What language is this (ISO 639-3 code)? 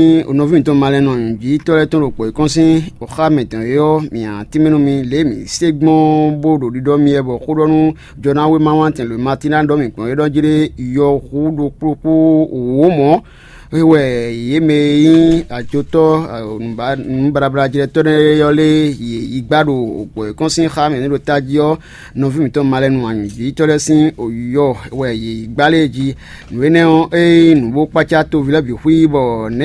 fon